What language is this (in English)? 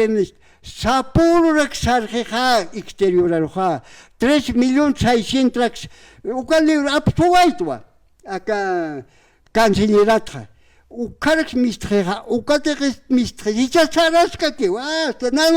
Aymara